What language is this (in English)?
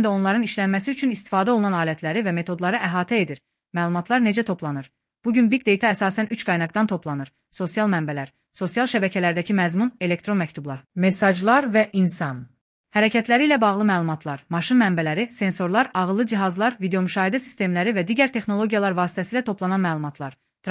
Azerbaijani